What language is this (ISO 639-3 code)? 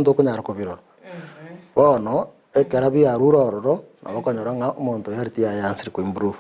guz